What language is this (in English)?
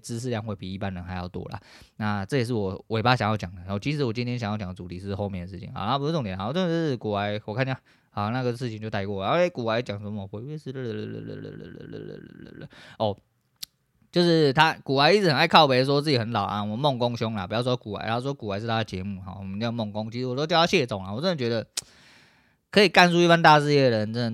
Chinese